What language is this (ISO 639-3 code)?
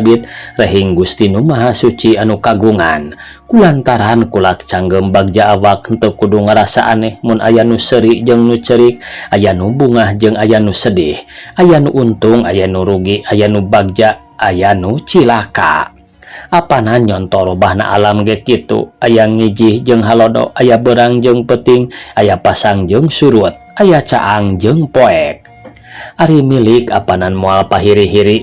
sun